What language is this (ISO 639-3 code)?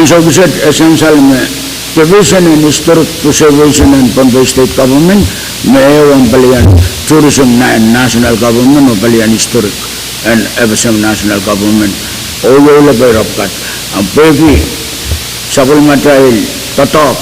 pon